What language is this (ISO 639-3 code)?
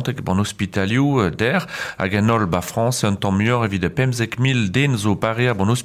bre